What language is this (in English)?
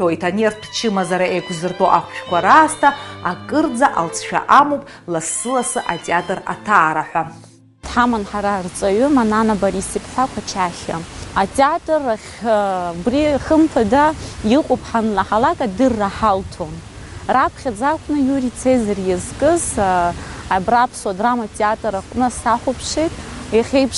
Abkhazian